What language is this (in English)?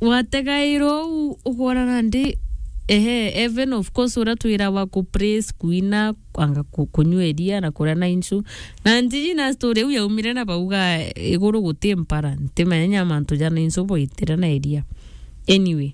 Meru